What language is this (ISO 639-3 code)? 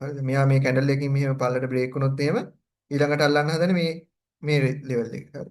sin